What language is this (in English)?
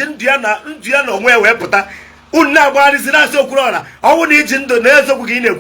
Igbo